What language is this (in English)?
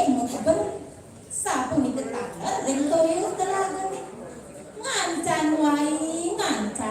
Balinese